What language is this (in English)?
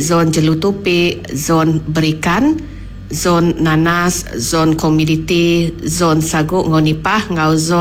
Iban